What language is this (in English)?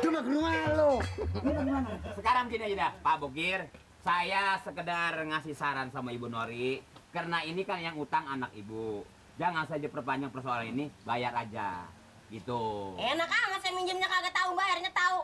Betawi